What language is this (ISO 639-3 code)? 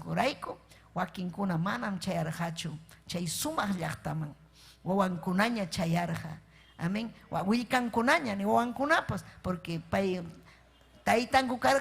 quy